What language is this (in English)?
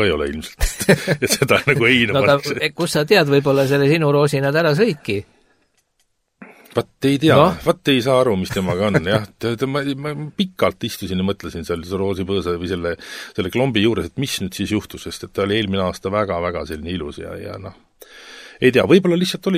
Estonian